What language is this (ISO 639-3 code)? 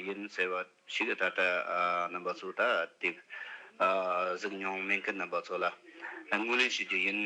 bod